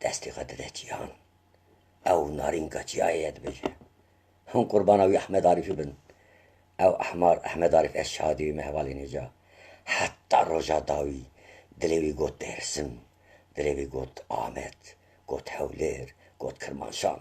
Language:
Kurdish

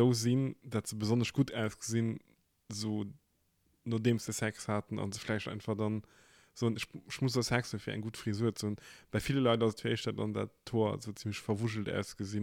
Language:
Luxembourgish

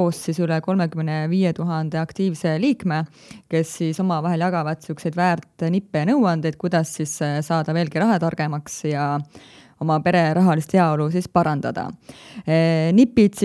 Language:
Estonian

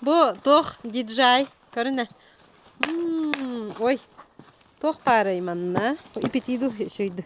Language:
Yakut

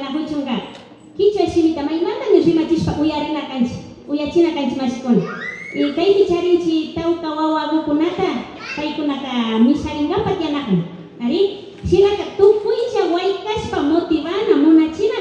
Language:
Imbabura Highland Quichua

